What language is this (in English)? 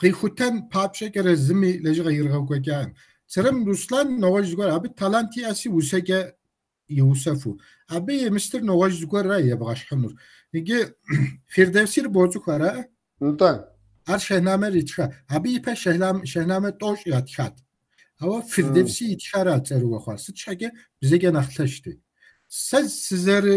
Kabardian